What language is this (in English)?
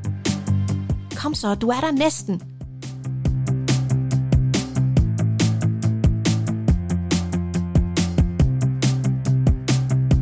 Danish